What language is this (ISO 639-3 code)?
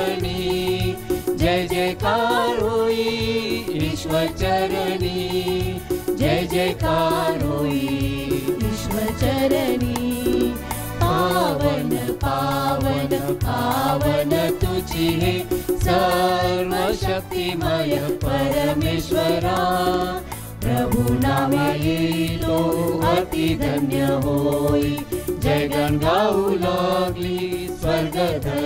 mar